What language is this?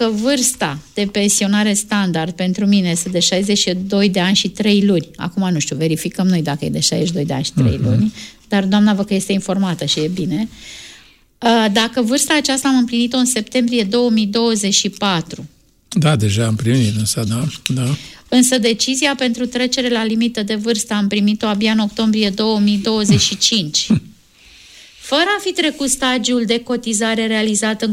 Romanian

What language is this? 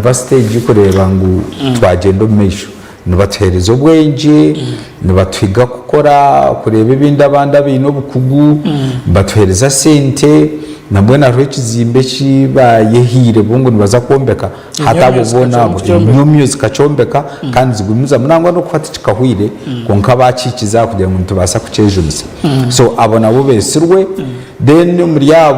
Nyankole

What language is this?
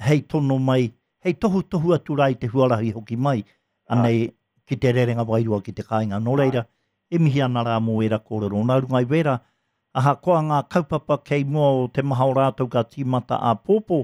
Māori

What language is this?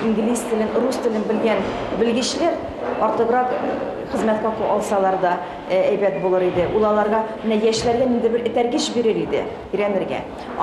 Tatar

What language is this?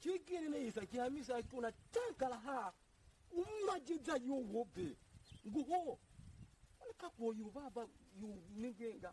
Tiv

